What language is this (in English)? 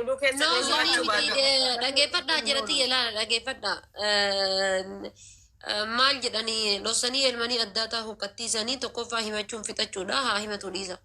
Oromo